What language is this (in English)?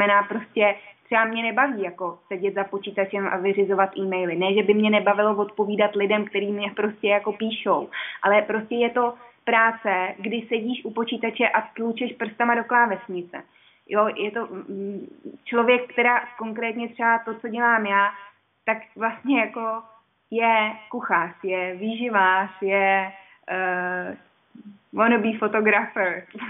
Czech